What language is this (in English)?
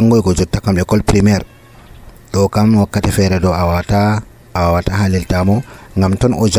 Nigerian Fulfulde